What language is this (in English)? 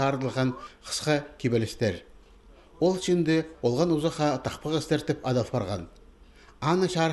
Khakas